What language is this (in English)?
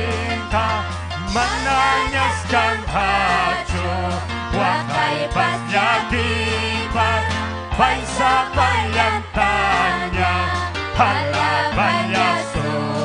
Ayacucho Quechua